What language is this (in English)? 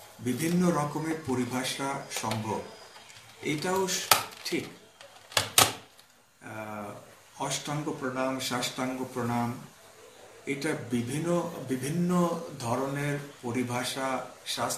Bangla